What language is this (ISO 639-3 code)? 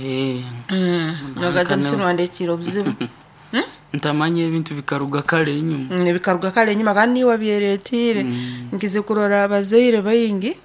nyo